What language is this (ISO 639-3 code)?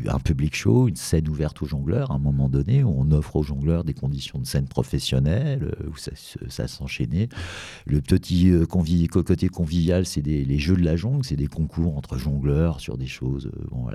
fra